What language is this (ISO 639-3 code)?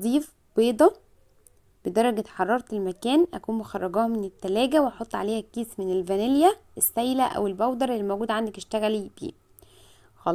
arz